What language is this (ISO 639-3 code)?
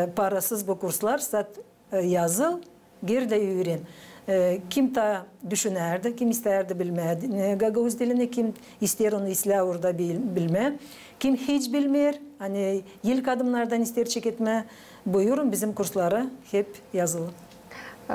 gag